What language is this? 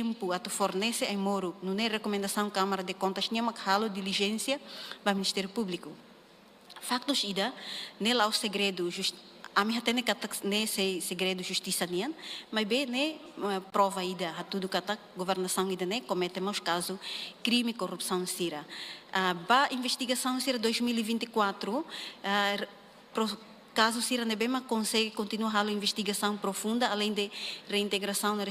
Tetum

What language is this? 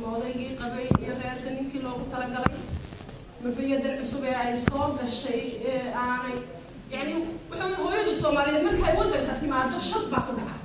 Somali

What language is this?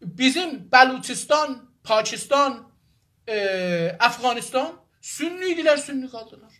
South Azerbaijani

